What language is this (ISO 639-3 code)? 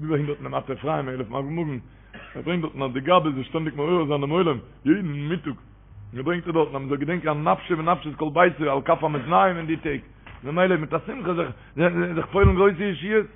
yid